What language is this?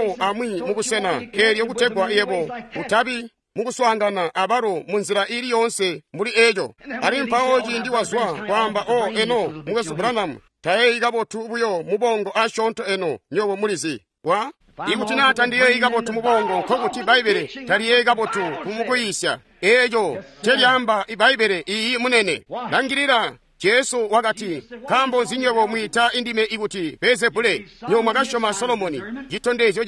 Tonga (Zambia)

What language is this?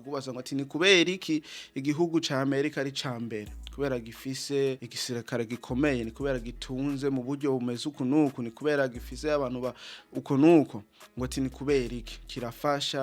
Rundi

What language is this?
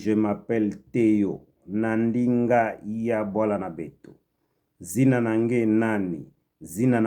Kituba (Democratic Republic of Congo)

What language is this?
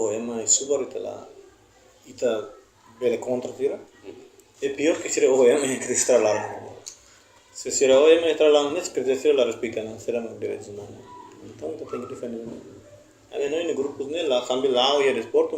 Tetum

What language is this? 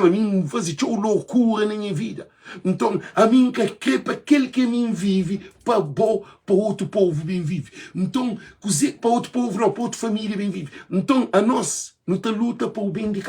Kabuverdianu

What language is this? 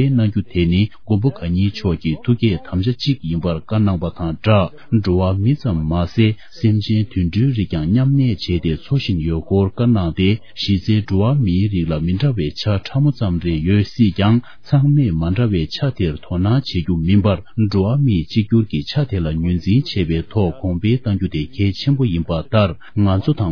Tibetan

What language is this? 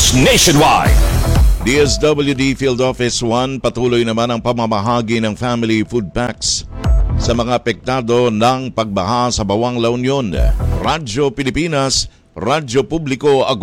Filipino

